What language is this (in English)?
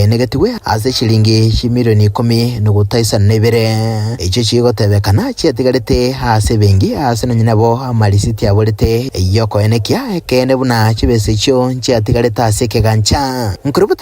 Gusii